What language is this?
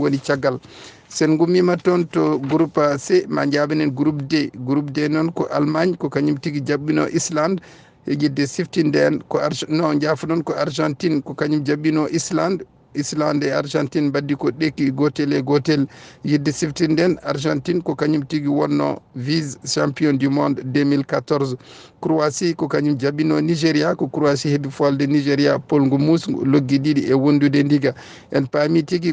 Fula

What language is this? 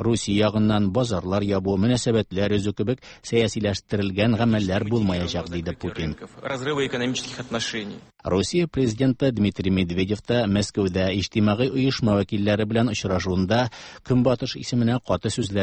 Tatar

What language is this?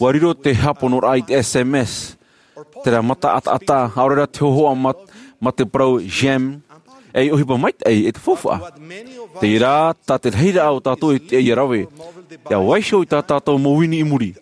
Tahitian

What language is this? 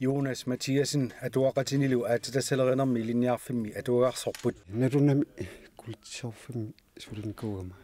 Kalaallisut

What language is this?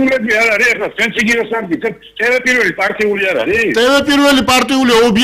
Georgian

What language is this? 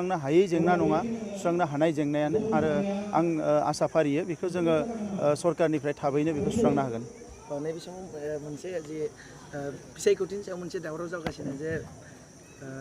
Bodo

